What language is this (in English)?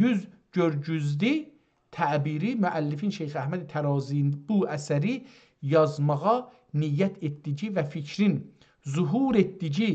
South Azerbaijani